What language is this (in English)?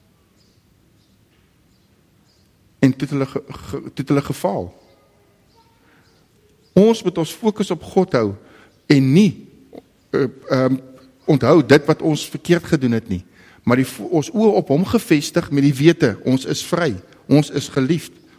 Afrikaans